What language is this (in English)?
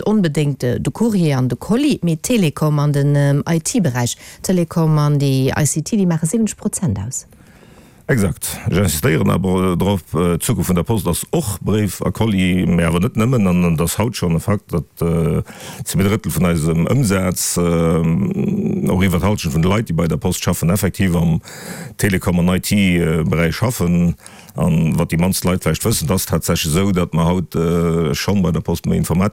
Luxembourgish